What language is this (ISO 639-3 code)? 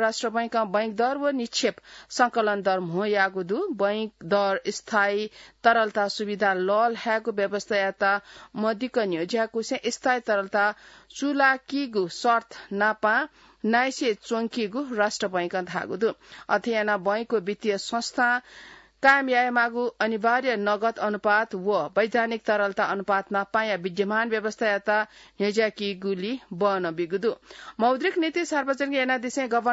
new